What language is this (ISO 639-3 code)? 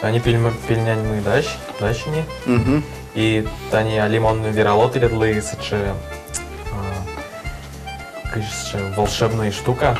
udm